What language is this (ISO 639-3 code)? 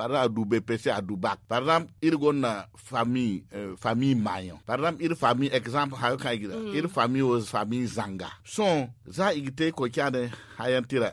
dje